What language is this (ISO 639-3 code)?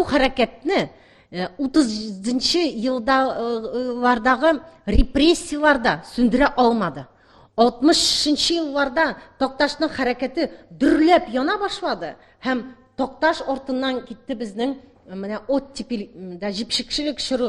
tat